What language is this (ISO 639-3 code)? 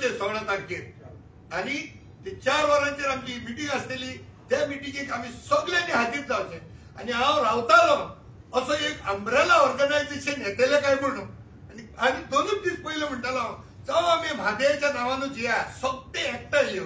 kok